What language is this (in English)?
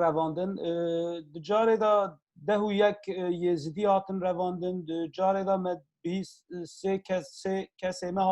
Kurdish